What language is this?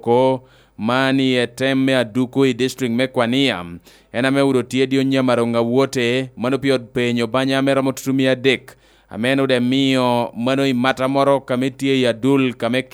Lango (Uganda)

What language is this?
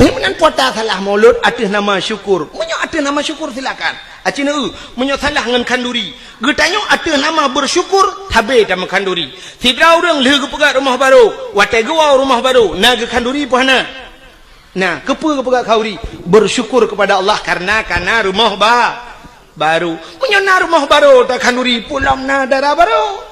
Achinese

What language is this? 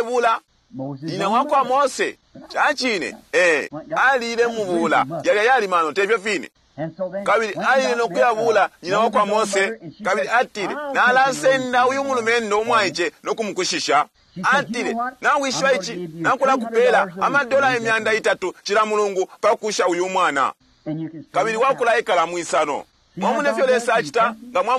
Bemba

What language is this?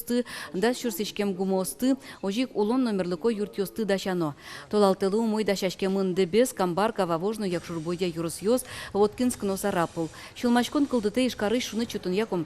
Udmurt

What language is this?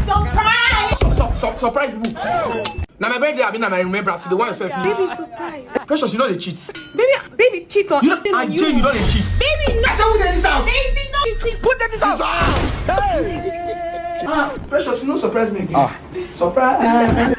Nigerian Pidgin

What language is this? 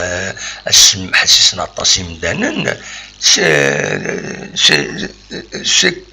Kabyle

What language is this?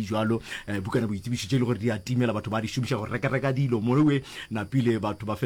Northern Sotho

